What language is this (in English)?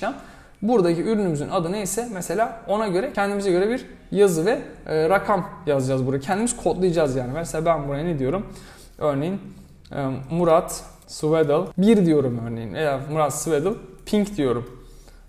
Turkish